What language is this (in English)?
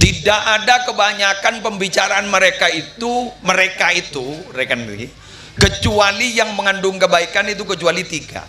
Madurese